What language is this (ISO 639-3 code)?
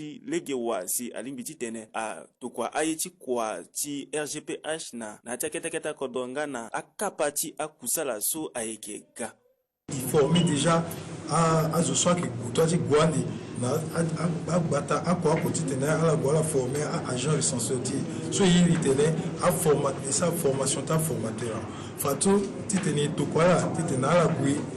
sag